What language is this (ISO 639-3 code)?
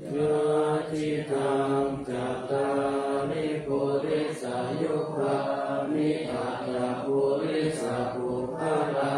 pli